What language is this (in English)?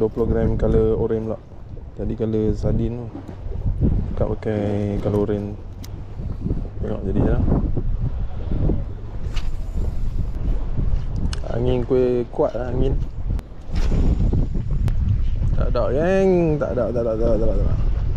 Malay